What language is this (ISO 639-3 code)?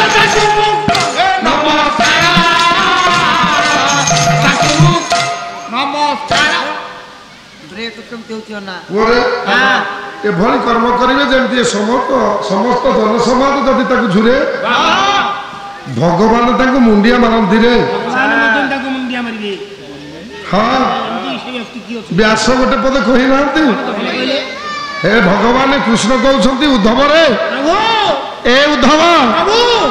ori